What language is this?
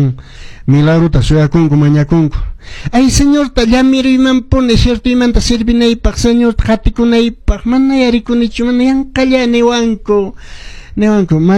Quechua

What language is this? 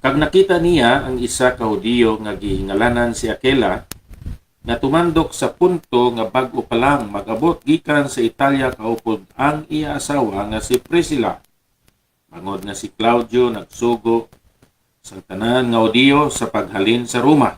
Hiligaynon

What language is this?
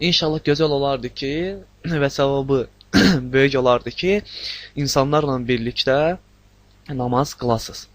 Azerbaijani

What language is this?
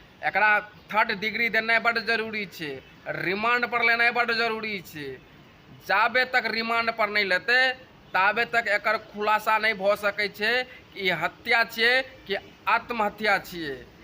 Maithili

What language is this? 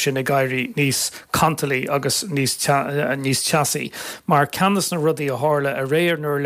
Irish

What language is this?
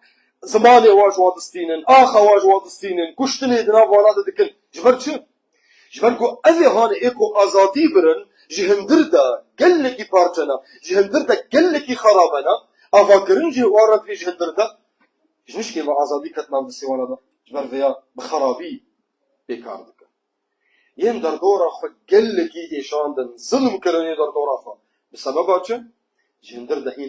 Kurdish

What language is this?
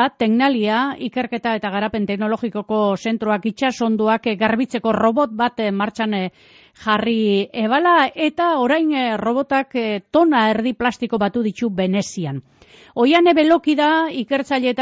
Basque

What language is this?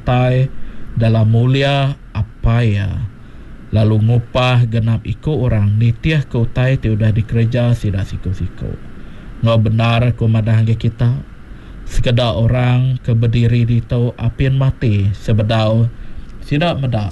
Iban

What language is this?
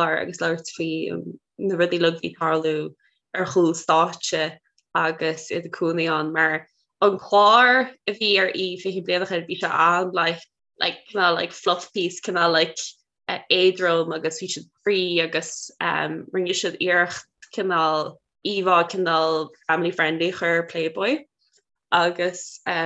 Irish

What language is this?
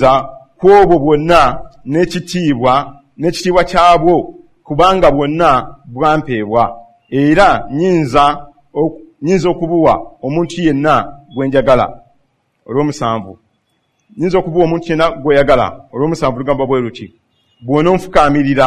Ganda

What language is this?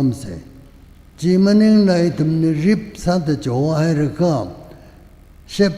Tangkhul Naga (India)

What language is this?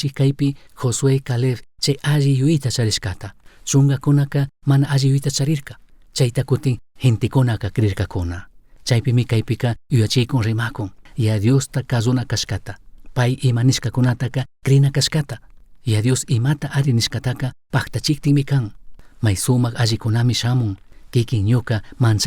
Chimborazo Highland Quichua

